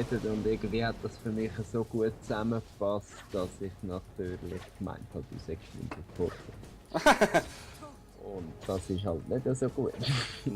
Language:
Swiss German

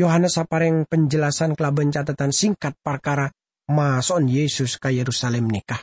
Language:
Madurese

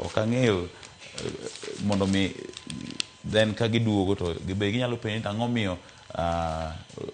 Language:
Luo (Kenya and Tanzania)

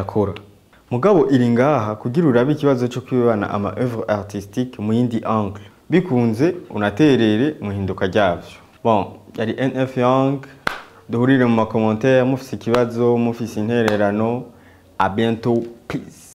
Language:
Rundi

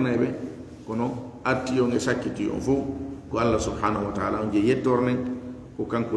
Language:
Fula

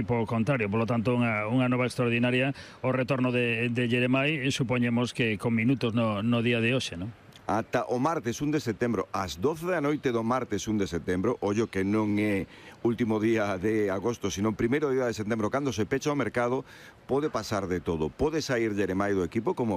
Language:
Galician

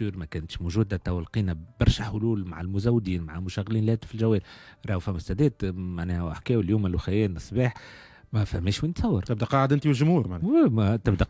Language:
Tunisian Arabic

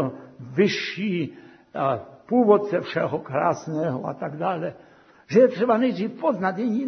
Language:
Czech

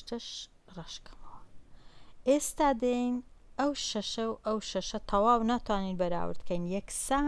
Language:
Central Kurdish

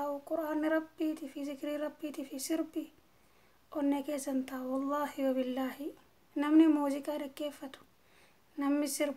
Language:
Oromo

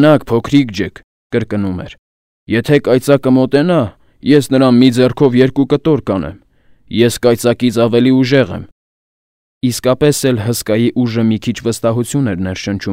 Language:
Armenian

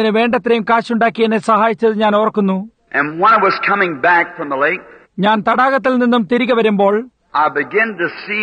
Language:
Malayalam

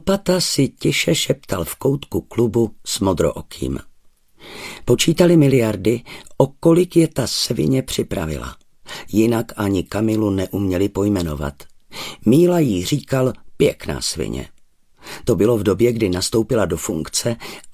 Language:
Czech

